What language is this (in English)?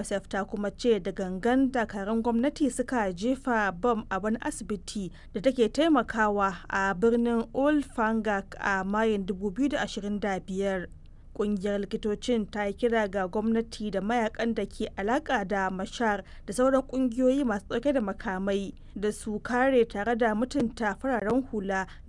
Hausa